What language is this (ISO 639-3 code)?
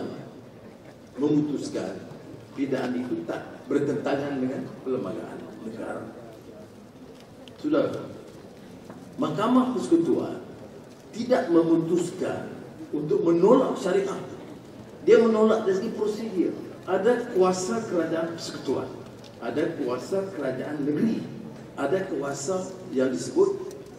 msa